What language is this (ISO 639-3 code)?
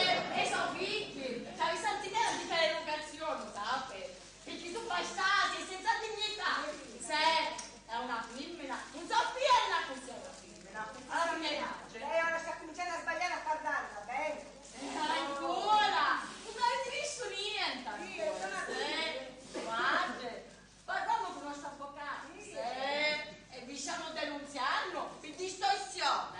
scn